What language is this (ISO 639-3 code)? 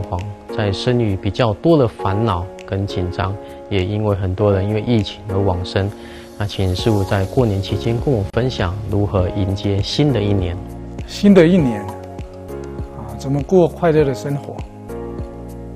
zho